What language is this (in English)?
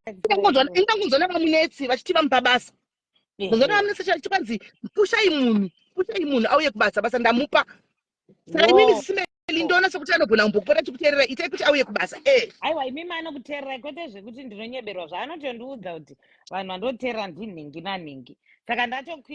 Shona